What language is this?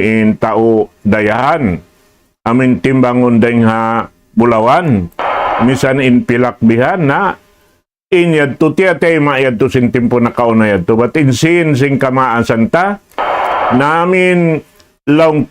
Tausug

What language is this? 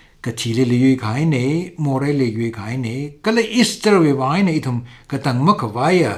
Tangkhul Naga (India)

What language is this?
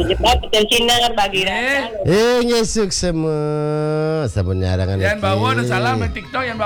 Balinese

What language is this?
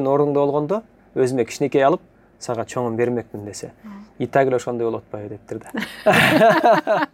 Kyrgyz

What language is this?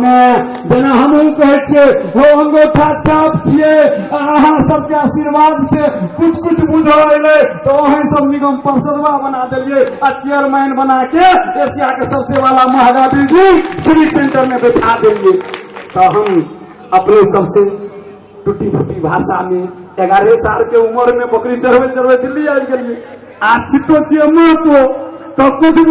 Maithili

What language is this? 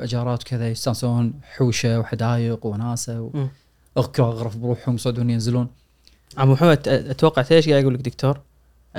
Gulf Arabic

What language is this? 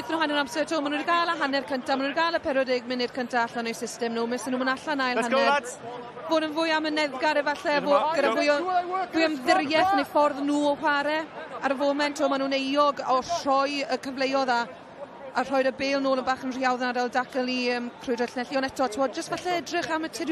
Welsh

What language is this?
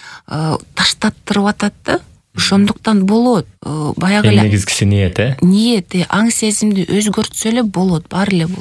Kyrgyz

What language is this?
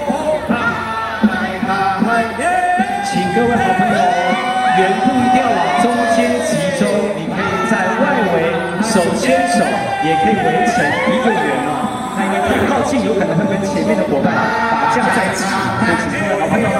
Chinese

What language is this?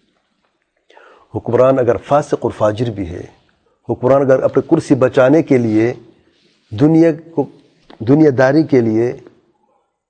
Urdu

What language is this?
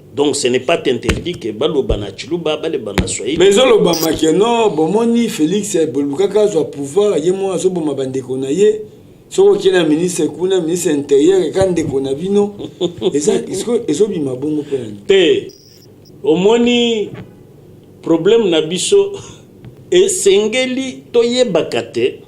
Lingala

